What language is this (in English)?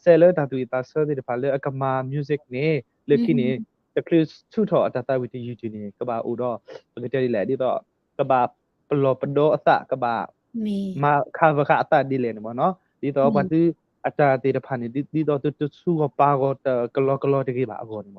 S'gaw Karen